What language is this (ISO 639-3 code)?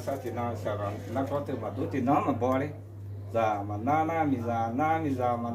ahk